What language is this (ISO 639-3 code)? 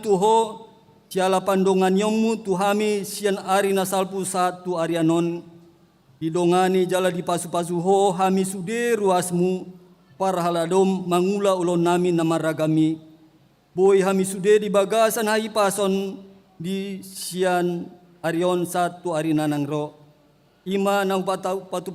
bbc